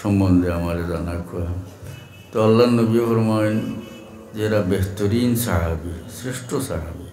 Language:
Sylheti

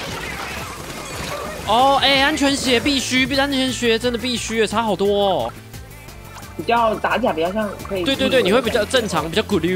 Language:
Chinese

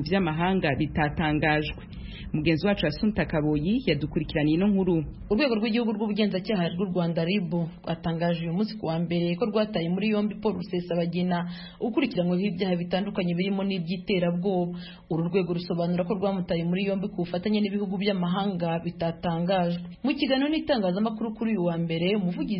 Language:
Kinyarwanda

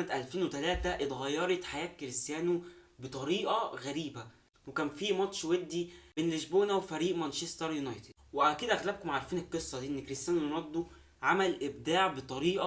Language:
Egyptian Arabic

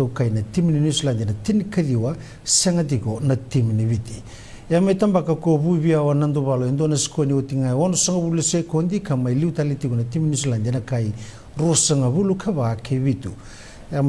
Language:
Fijian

